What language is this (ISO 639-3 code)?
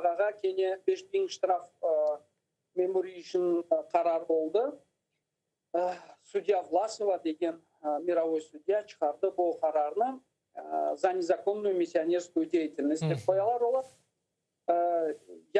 crh